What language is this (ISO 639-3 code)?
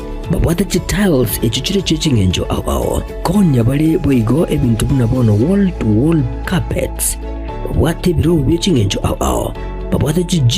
guz